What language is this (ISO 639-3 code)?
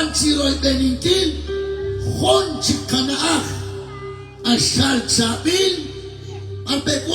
kek